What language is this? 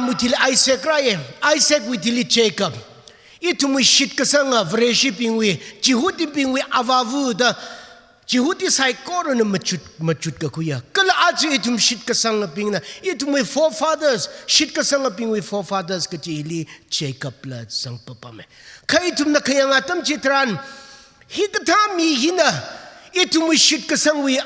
Tangkhul Naga (India)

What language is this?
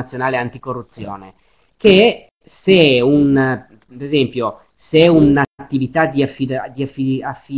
Italian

